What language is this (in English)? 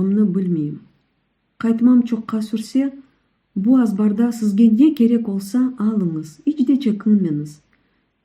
Crimean Tatar